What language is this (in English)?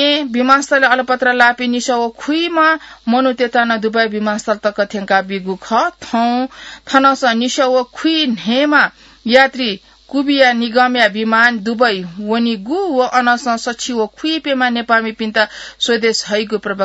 Newari